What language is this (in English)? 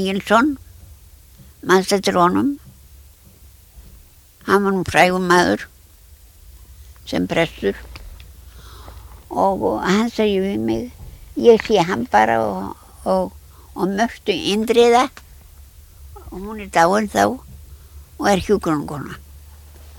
Icelandic